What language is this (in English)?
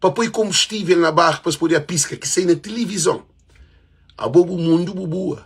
Kabuverdianu